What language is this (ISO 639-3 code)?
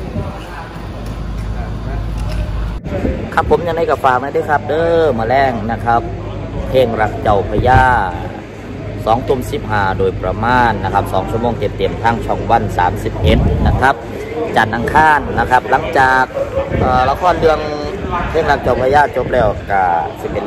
tha